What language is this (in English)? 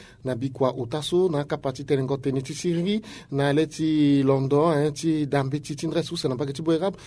Sango